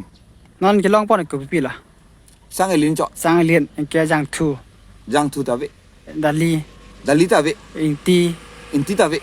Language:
Karbi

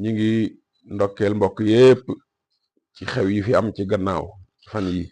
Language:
Wolof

